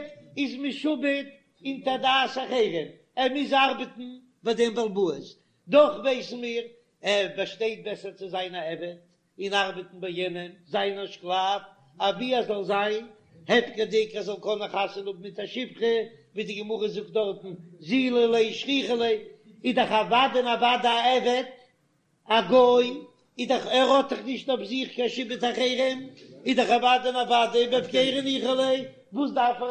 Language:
Yiddish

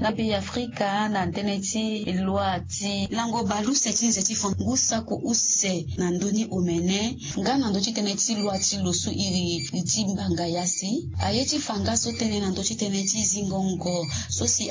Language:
Sango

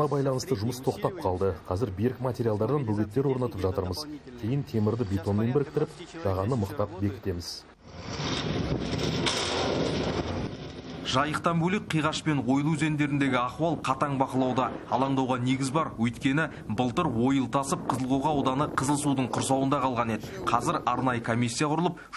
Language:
Kazakh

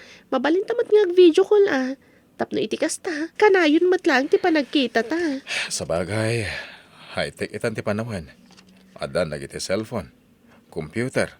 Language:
Iloko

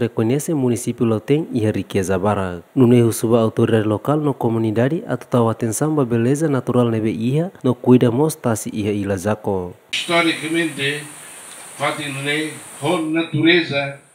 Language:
Tetum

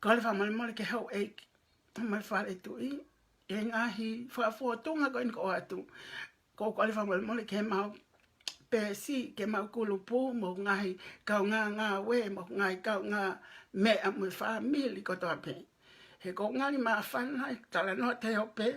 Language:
Tongan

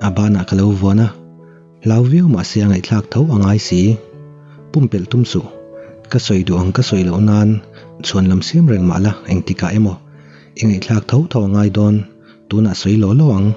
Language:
Mizo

